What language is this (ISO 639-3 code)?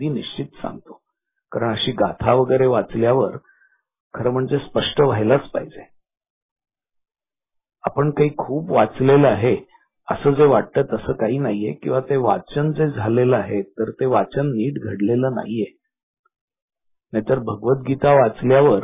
mar